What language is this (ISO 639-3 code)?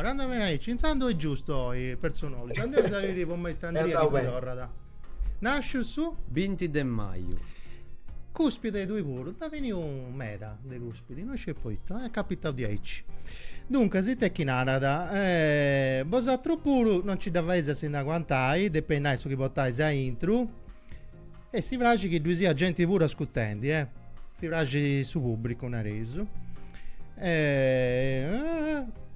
srd